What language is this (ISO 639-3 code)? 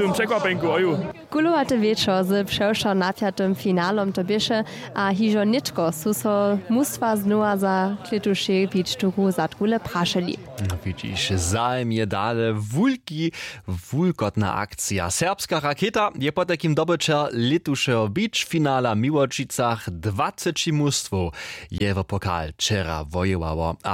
hsb